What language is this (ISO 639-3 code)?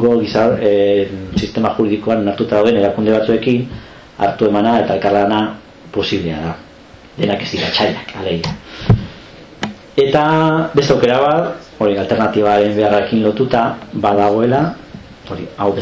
eus